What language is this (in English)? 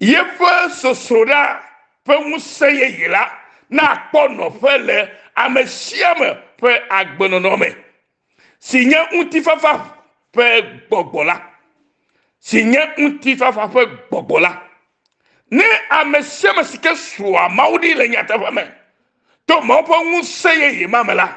Ewe